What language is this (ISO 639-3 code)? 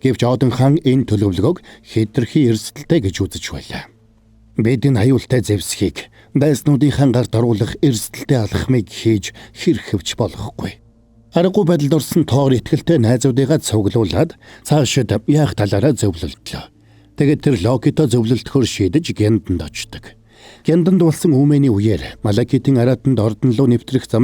mon